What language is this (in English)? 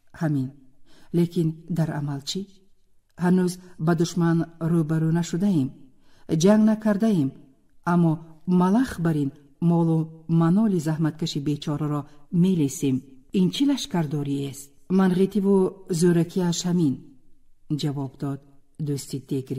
Tajik